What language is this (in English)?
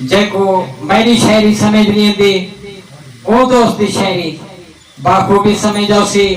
Saraiki